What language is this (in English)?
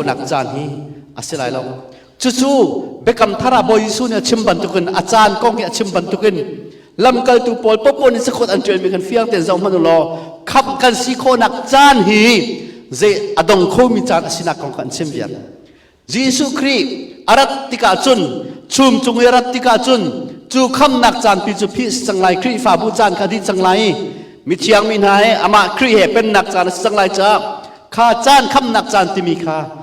Hakha Chin